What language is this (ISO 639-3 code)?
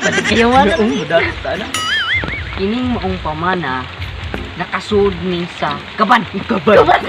ceb